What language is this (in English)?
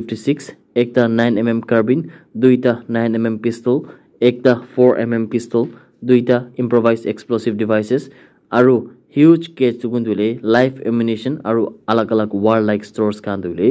Naga Pidgin